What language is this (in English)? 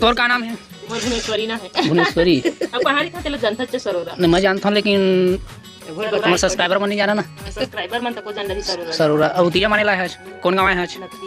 Chhattisgarhi